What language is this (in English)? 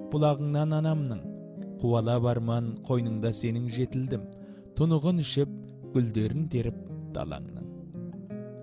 Kazakh